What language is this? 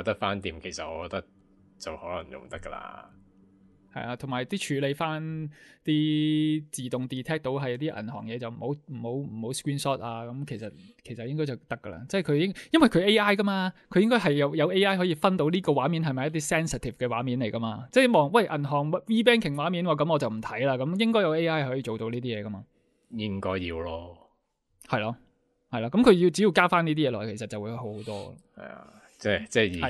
Cantonese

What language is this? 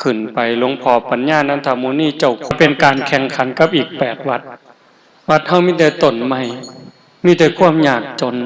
Northeastern Thai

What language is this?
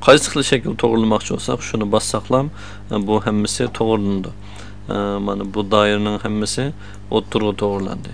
Uyghur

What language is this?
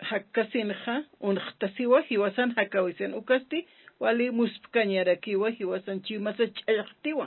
Aymara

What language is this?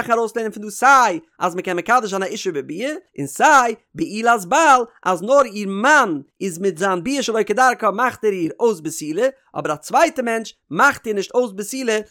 Yiddish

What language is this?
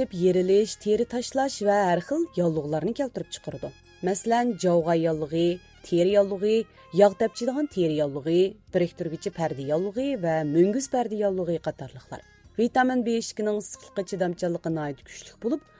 Uyghur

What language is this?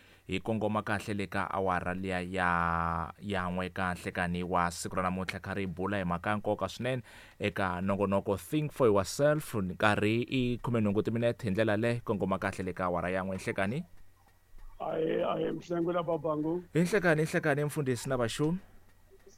Tsonga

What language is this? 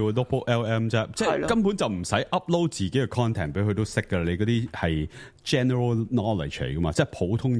Cantonese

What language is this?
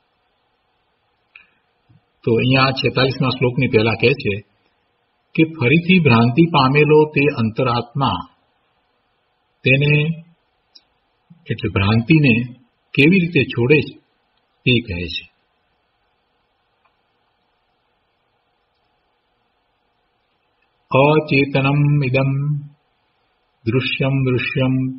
Gujarati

